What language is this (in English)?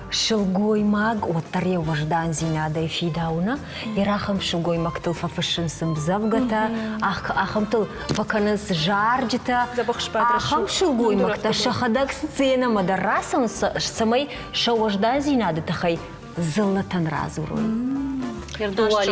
Ossetic